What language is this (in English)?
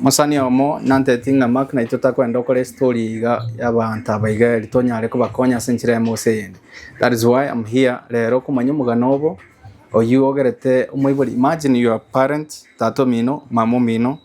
Gusii